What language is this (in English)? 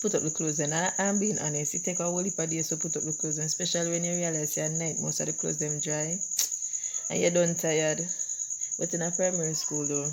Jamaican Creole English